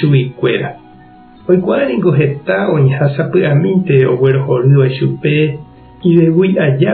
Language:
Guarani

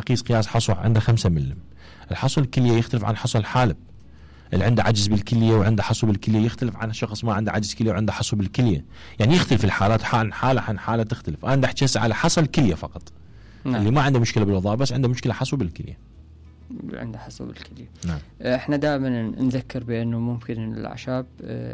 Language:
Mesopotamian Arabic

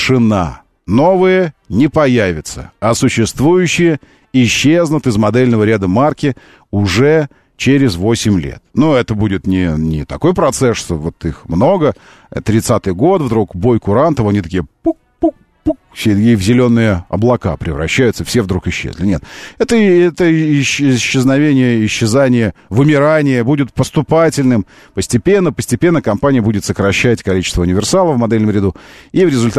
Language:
Russian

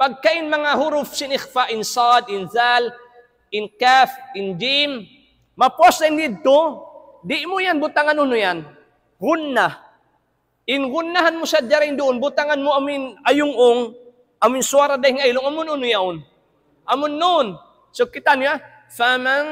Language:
Tausug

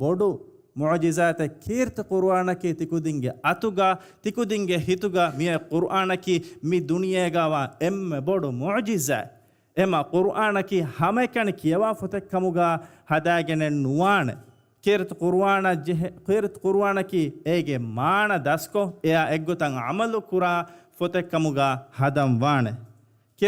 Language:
Divehi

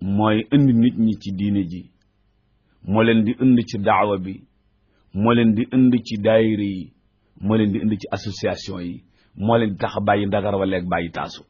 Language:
Wolof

